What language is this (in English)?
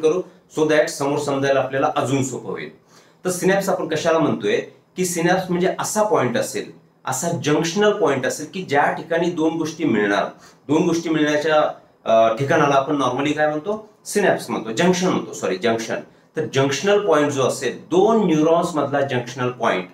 Marathi